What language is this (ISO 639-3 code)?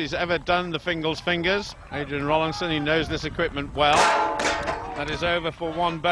eng